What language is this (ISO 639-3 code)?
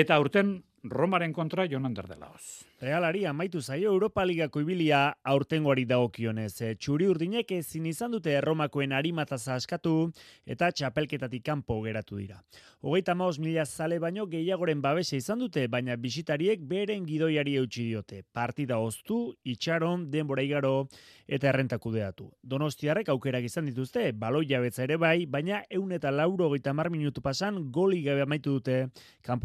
eus